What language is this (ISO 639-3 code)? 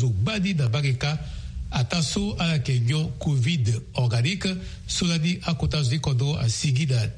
sag